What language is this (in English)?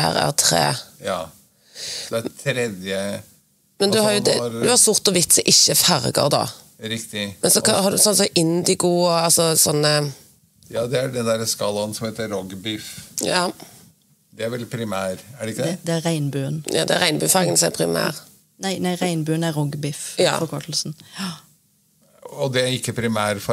Norwegian